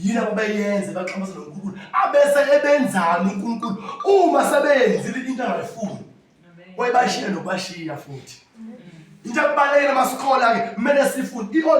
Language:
Zulu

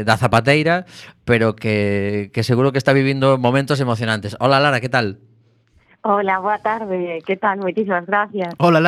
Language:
Galician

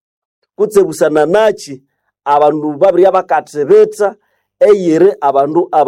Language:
Nande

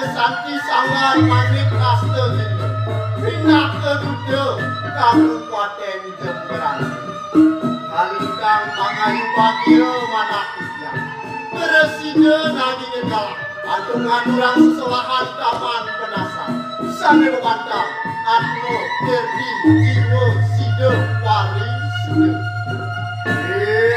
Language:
Balinese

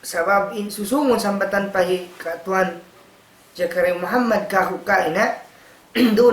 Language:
Tausug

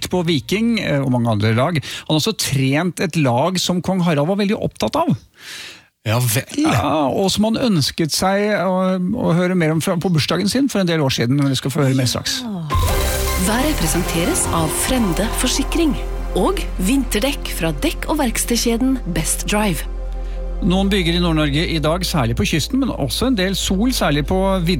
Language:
Norwegian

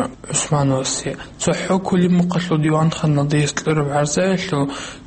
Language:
Avaric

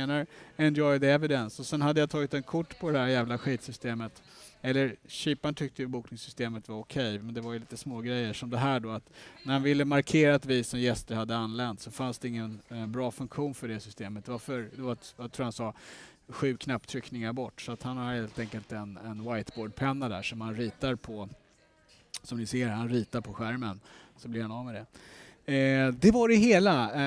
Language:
Swedish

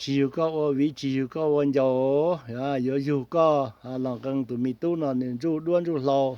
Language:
Hmong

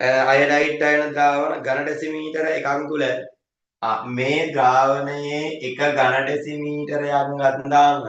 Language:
Sinhala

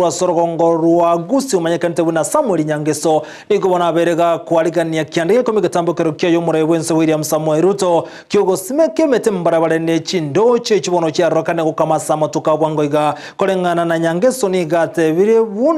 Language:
Gusii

